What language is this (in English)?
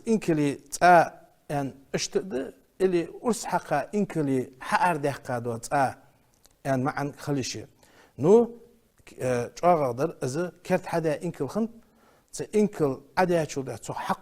Ingush